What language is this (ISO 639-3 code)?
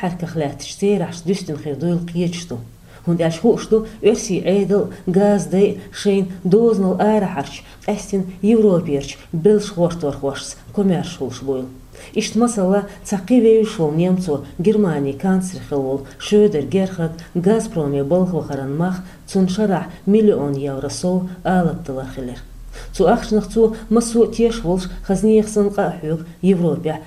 che